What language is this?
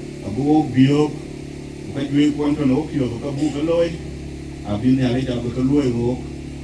Dinka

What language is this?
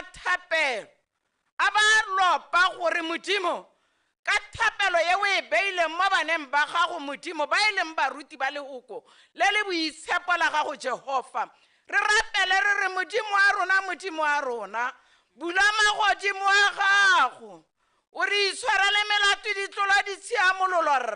Tswana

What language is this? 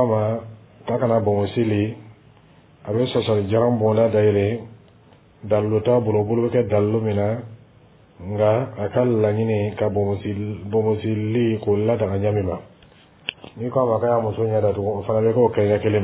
Dyula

